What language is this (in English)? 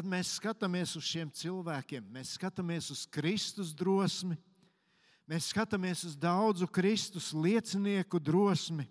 Latvian